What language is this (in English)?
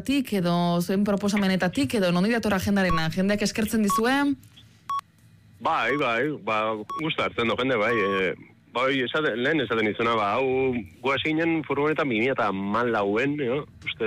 Basque